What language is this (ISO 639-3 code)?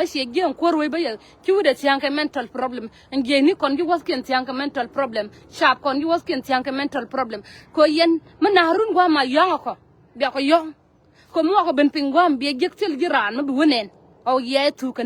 nus